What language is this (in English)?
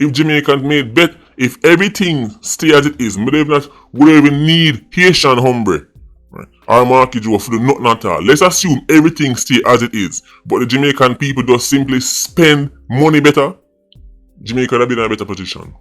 Jamaican Creole English